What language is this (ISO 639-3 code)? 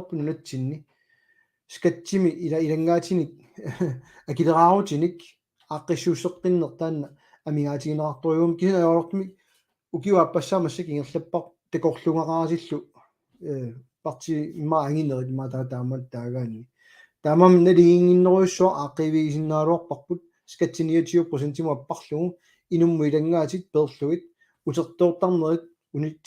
kal